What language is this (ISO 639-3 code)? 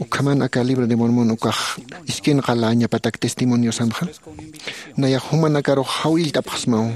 aym